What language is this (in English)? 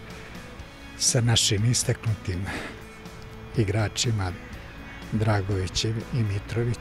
Serbian